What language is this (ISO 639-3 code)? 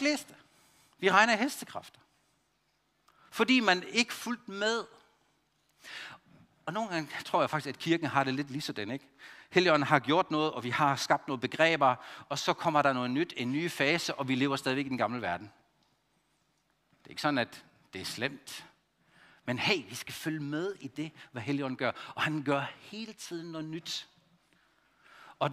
dan